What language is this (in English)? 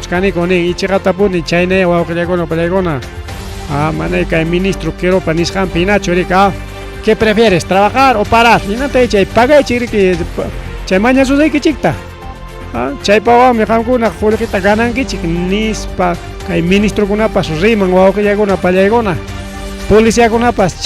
Ayacucho Quechua